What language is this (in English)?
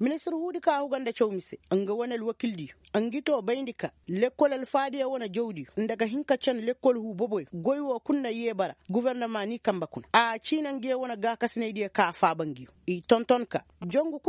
Koyraboro Senni